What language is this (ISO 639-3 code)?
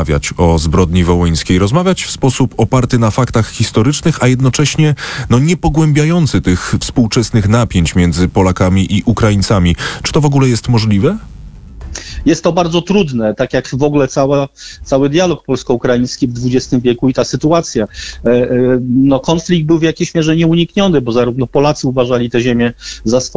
pol